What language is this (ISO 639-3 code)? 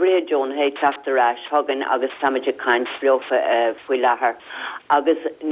gle